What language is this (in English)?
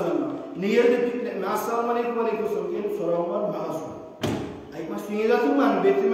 Kumyk